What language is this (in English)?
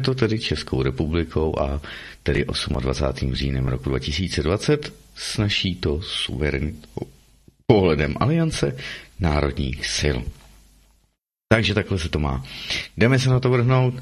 Czech